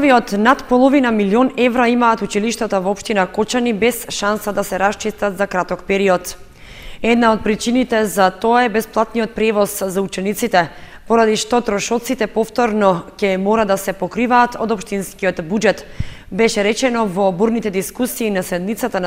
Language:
Macedonian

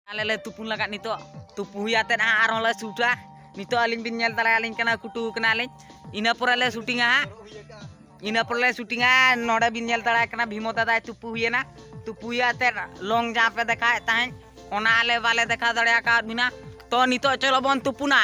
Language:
Santali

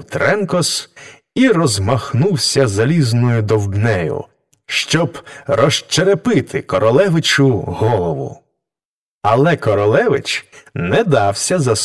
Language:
Ukrainian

